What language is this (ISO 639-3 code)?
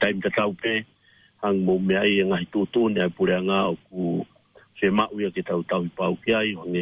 ton